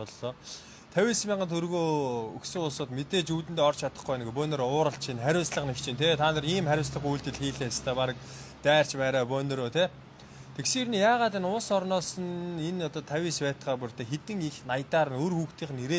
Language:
Mongolian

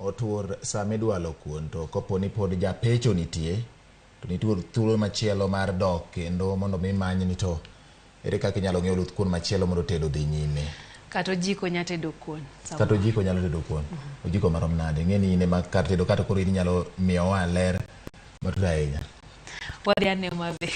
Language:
Luo (Kenya and Tanzania)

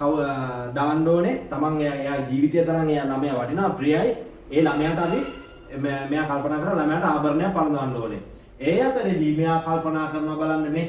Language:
Sinhala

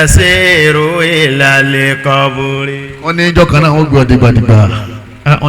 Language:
Yoruba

